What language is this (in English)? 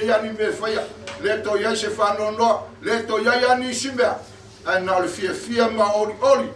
Samoan